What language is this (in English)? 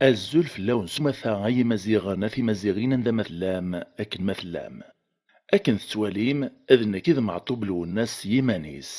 Kabyle